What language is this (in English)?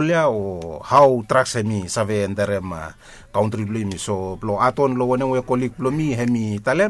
Bislama